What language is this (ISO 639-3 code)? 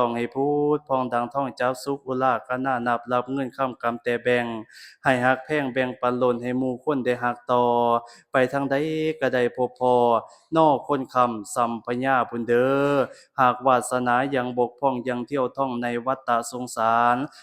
lao